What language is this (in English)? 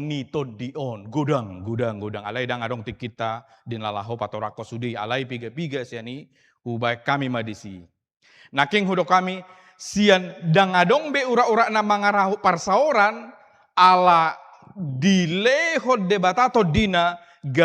Batak Toba